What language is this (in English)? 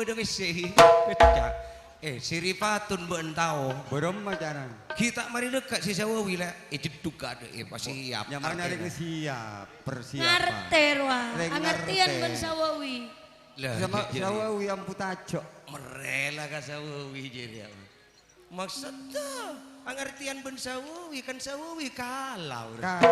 Madurese